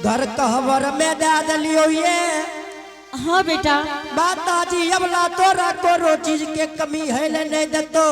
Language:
Angika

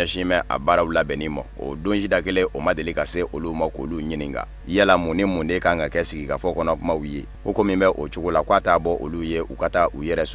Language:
Bambara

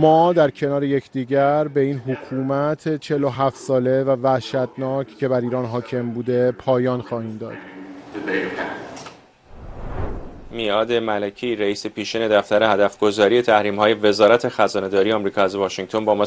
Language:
Persian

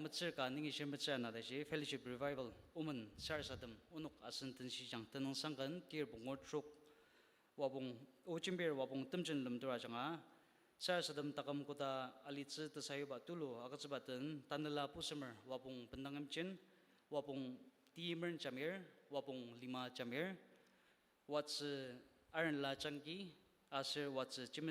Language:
Ao Naga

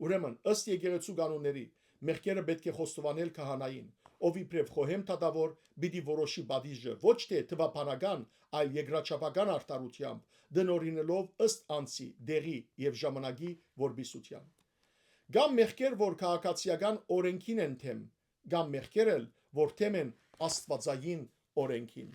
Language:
Western Armenian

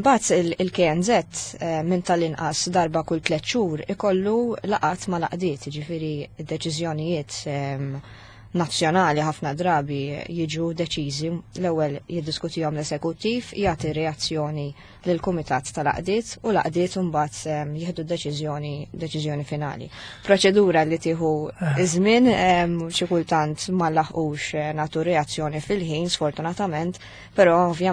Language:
Maltese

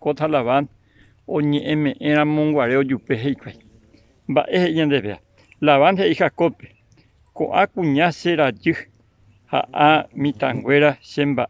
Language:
Guarani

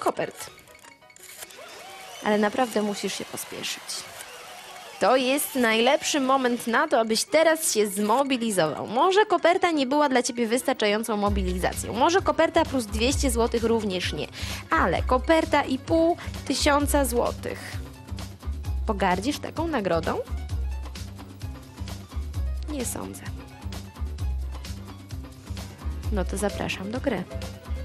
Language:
Polish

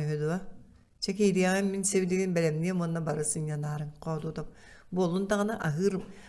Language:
Yakut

